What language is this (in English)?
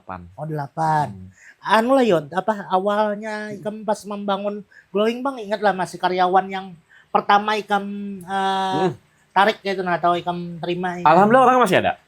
Banjar